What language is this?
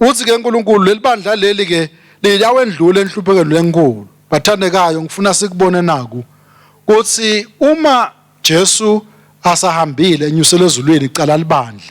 Swati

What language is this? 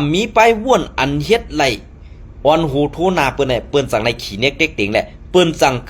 Shan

